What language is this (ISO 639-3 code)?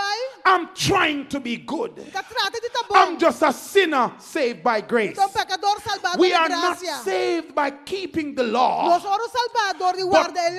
pap